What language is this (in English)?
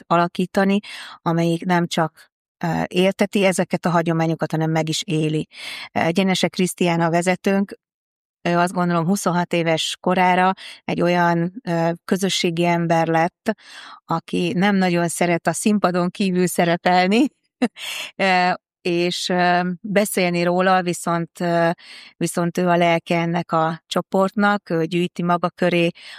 Hungarian